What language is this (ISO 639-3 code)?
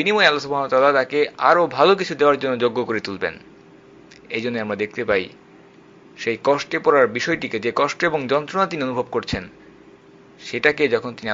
ben